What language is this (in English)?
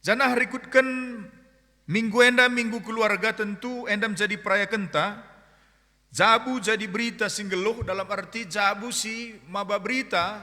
Batak Karo